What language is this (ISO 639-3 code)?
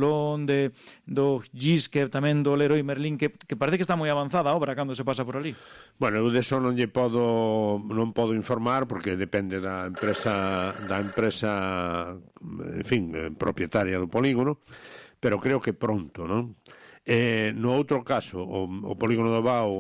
glg